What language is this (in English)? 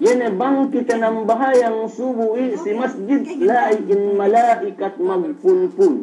Yakan